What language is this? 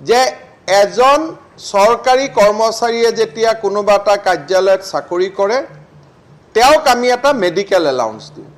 Assamese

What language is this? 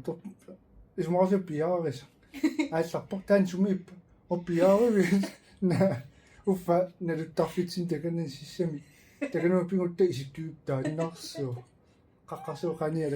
Kalaallisut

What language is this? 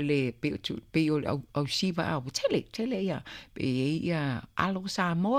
Samoan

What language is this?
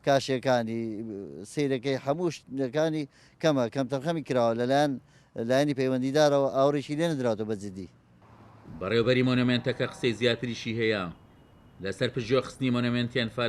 Central Kurdish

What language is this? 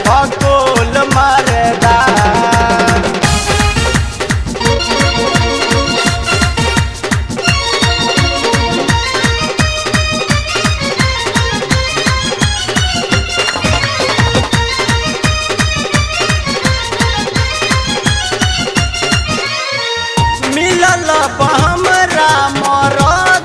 Bhojpuri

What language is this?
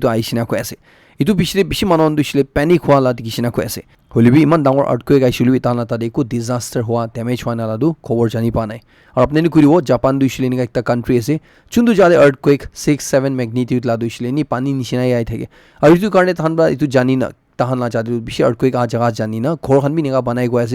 Naga Pidgin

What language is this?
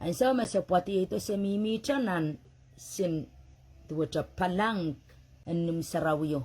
Pohnpeian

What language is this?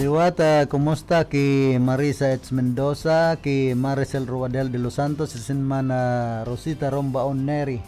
Bikol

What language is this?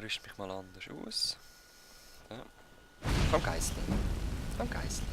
Swiss German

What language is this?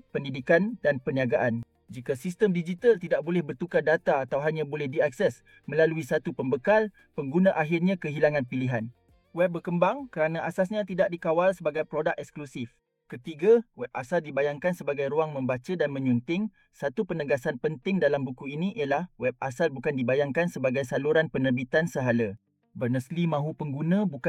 Malay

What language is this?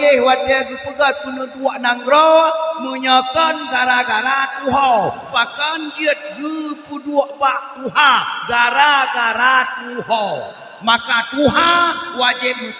Achinese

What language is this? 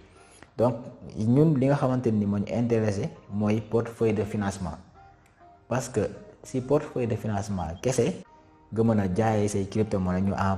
Wolof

